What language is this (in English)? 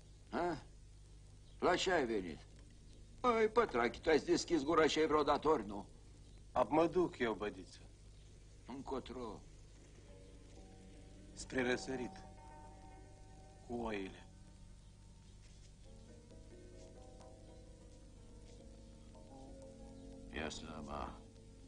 Romanian